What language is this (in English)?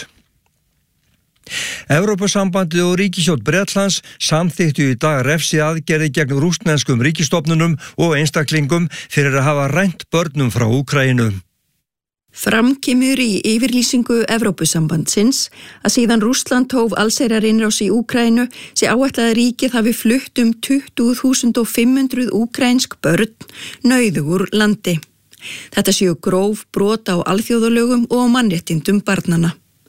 Icelandic